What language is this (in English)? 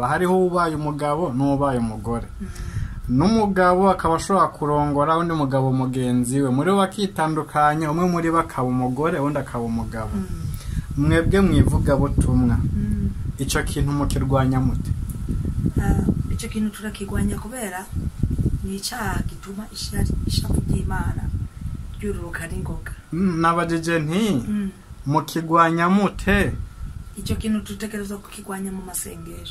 Rundi